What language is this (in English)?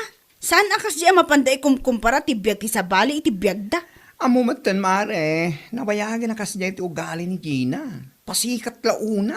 Iloko